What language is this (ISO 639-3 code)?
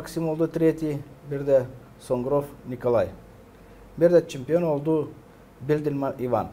gag